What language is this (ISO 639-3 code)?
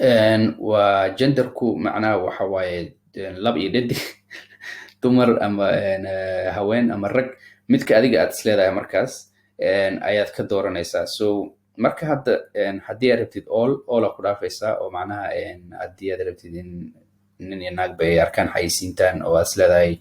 som